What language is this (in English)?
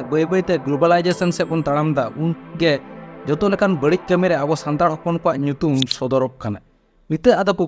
Santali